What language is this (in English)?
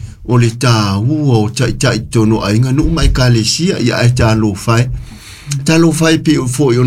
Samoan